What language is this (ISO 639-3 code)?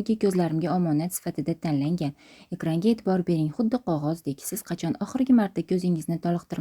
uzb